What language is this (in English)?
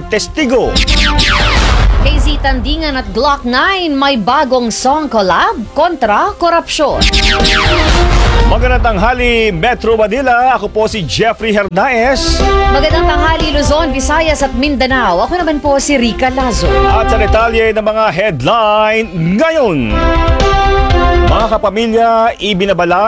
Filipino